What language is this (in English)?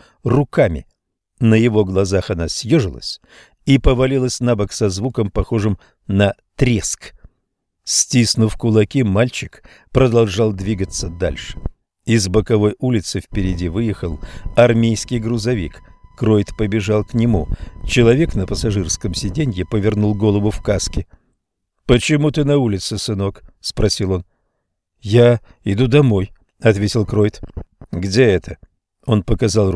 Russian